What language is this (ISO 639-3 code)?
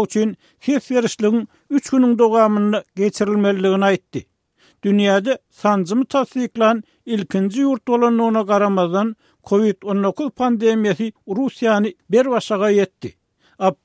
tuk